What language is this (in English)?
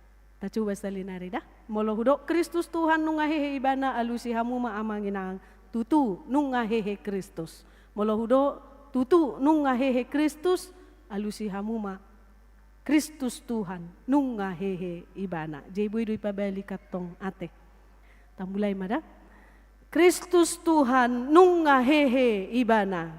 Batak Toba